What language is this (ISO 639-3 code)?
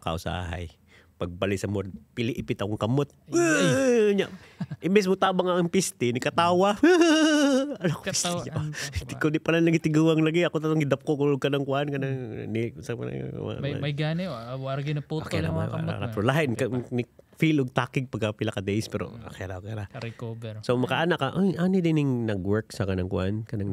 ceb